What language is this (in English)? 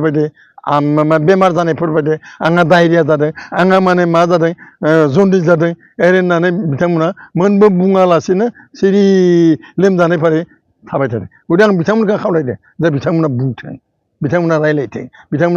Bodo